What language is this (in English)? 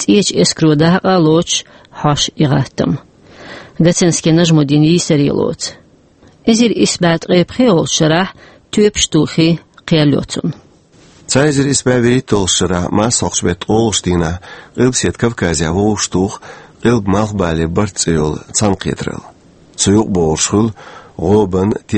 Chechen